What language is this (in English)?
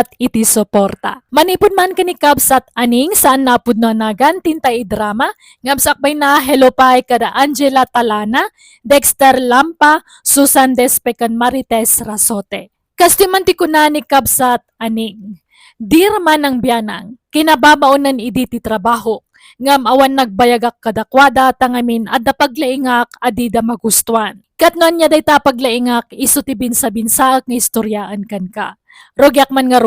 Iloko